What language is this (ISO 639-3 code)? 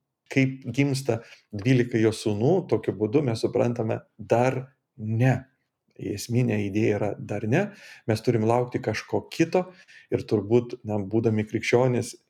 lit